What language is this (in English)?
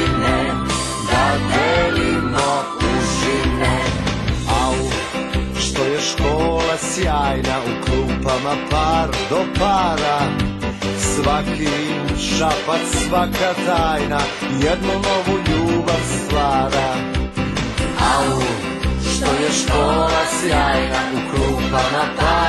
Serbian